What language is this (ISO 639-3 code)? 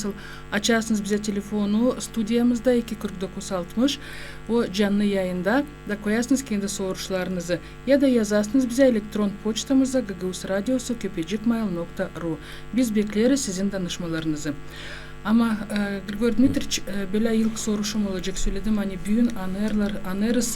gag